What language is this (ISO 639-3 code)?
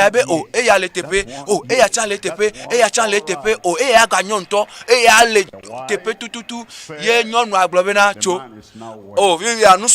ewe